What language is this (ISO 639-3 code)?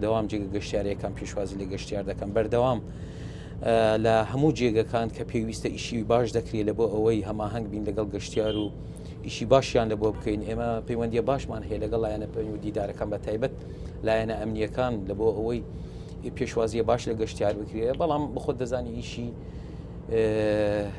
ckb